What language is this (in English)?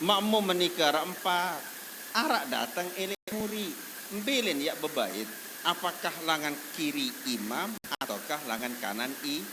Sasak